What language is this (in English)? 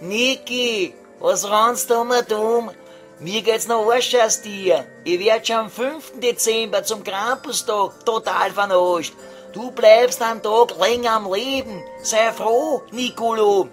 Bavarian